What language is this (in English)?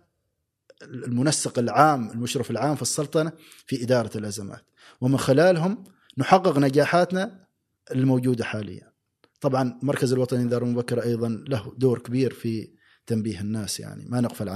Gulf Arabic